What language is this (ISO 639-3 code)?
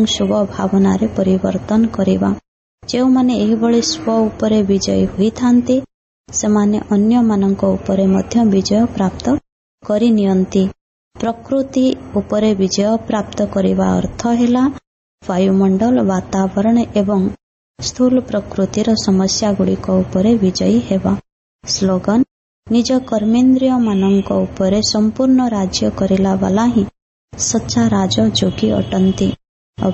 ori